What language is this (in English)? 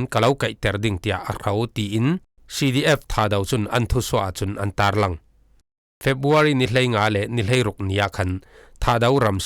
Falam Chin